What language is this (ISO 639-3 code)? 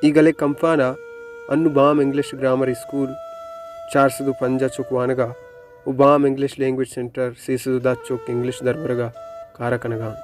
bal